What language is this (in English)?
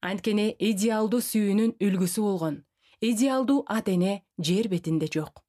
Kyrgyz